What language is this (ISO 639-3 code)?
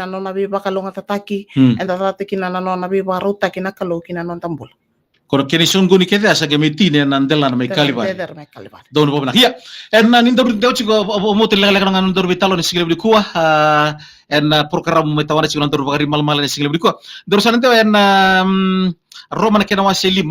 fij